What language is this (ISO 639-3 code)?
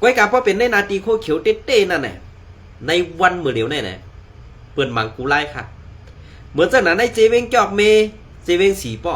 shn